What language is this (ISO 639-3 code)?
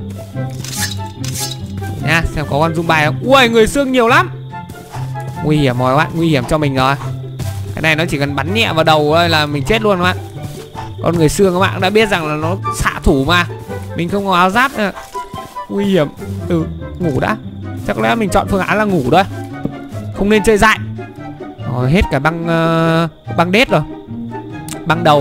vie